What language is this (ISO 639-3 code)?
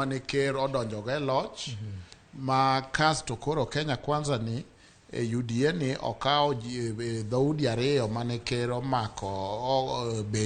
luo